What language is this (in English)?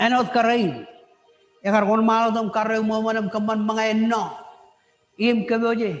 Marshallese